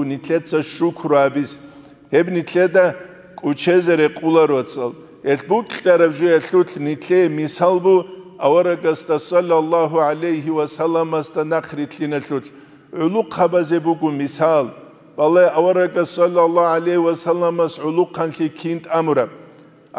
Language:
Avaric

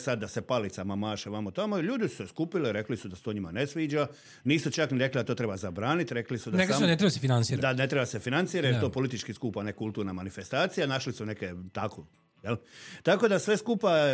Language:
Serbian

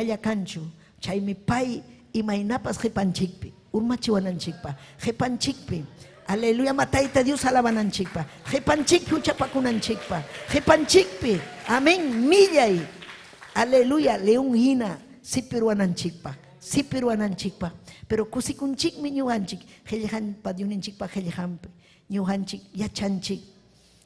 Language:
Ayacucho Quechua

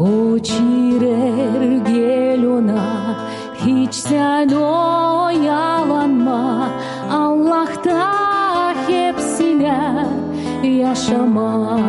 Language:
Gagauz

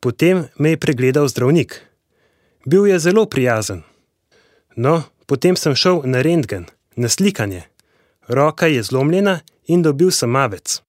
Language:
Slovenian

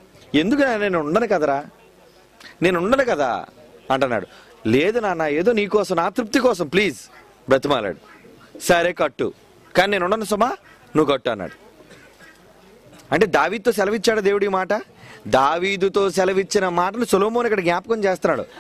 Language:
Telugu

